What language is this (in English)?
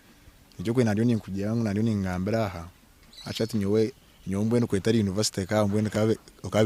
Nyankole